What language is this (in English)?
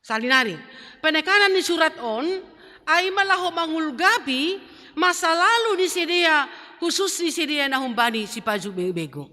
Batak Simalungun